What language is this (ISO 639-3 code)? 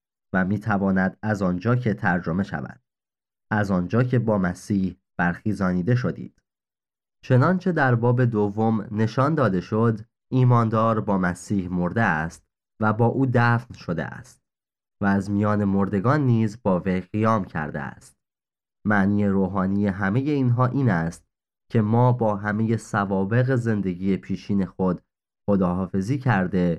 fas